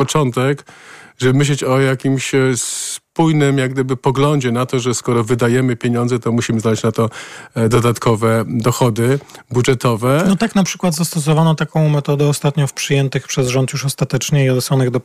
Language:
Polish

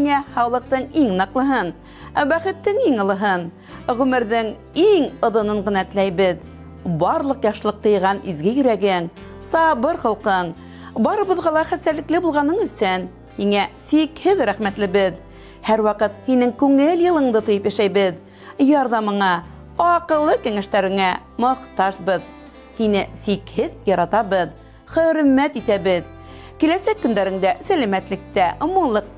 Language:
Bashkir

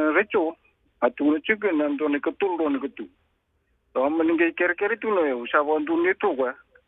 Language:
Fijian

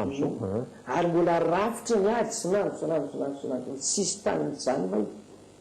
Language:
Malagasy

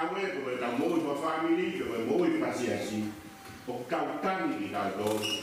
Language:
Tongan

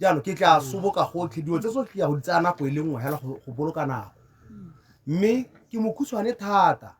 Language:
Tswana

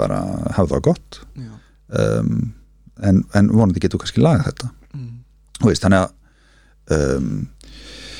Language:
Icelandic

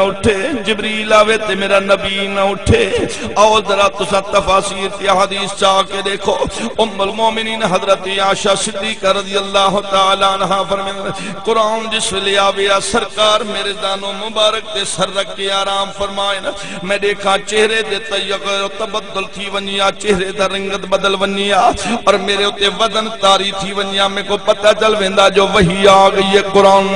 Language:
Saraiki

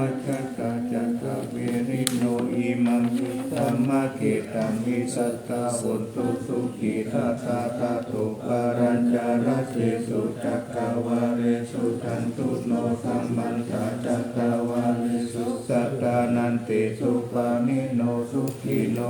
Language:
Pali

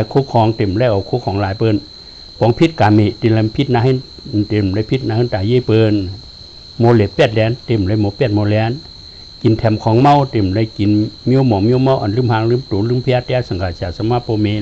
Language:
Shan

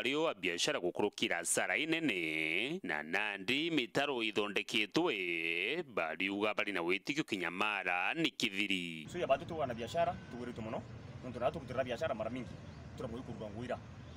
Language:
Meru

